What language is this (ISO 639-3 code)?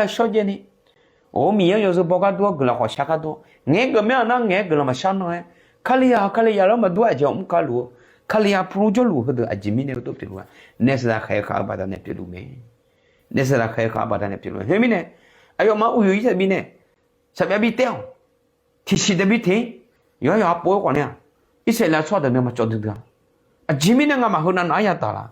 ahk